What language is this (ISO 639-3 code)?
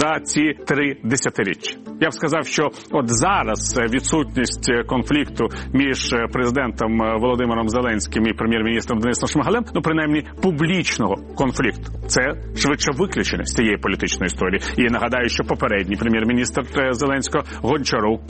ukr